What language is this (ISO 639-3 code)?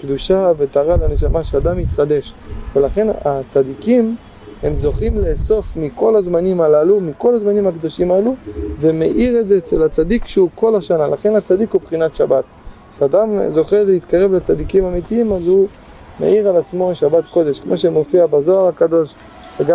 heb